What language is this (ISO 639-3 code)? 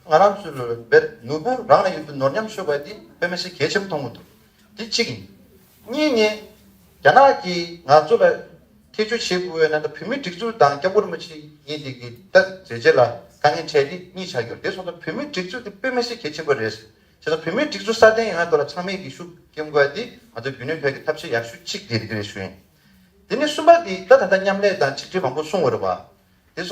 bod